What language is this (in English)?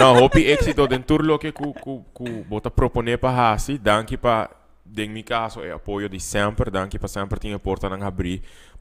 Papiamento